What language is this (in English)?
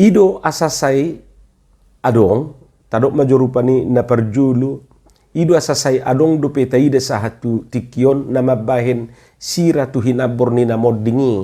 Batak Toba